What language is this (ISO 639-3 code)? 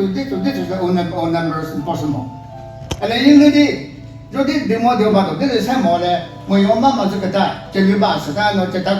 nri